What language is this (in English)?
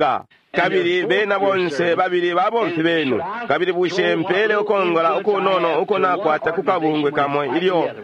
Bemba